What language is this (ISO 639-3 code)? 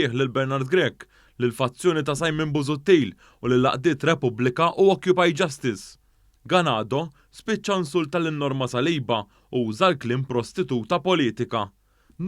mlt